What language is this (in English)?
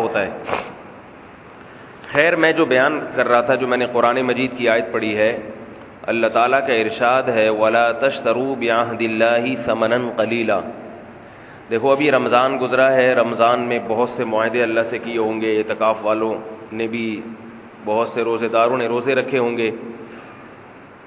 Urdu